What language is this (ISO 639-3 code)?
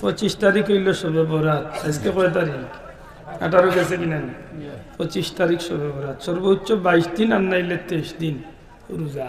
syl